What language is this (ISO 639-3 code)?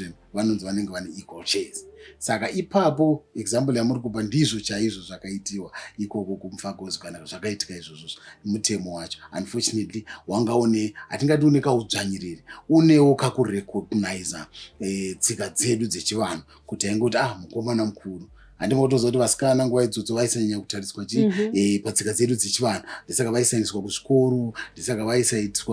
sna